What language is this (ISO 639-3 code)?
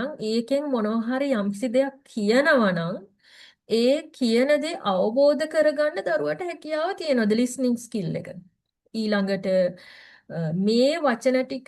sin